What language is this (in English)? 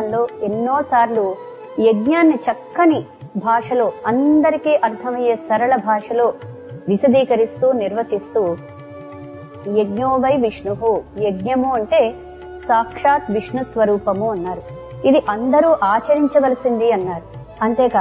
Telugu